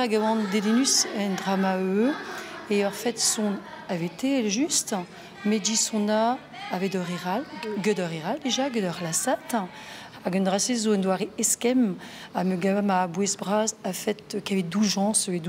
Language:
Breton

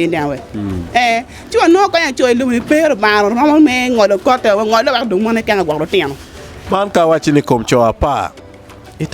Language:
Acoli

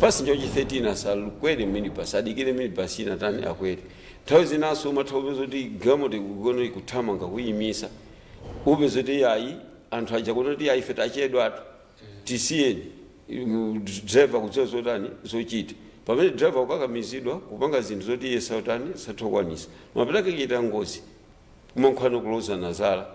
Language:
Nyanja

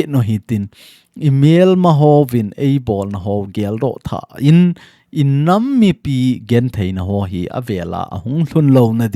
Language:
Thado Chin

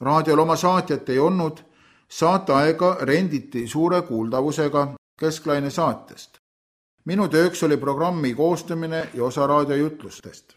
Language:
Estonian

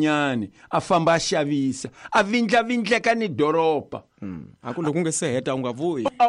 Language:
Tsonga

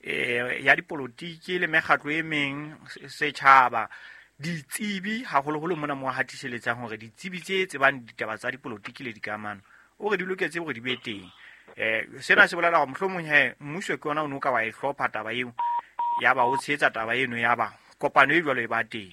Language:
Southern Sotho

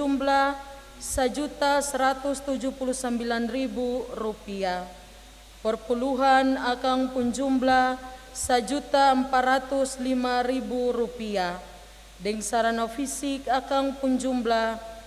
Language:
Ambonese Malay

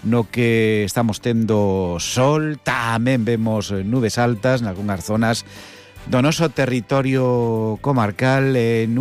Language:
Galician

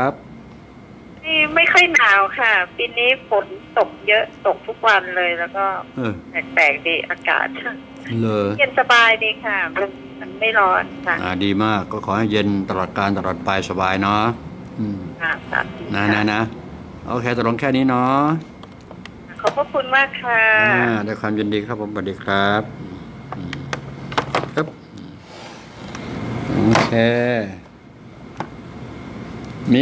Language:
Thai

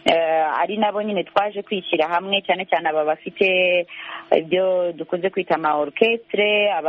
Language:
Kinyarwanda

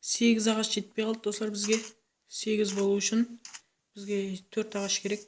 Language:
Kara-Kalpak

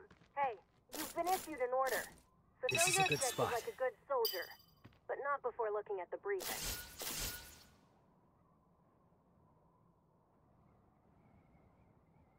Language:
English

